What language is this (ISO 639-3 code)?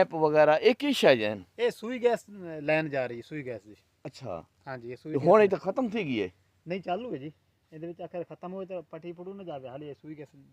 skr